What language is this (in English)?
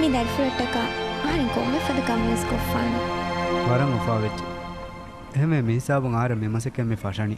Divehi